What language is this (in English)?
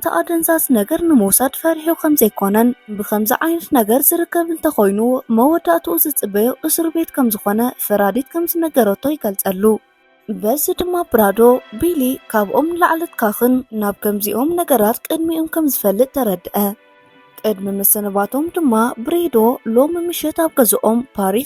Tigrinya